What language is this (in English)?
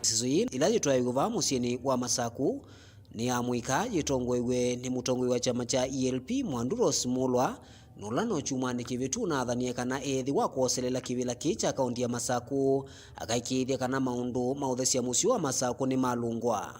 Kamba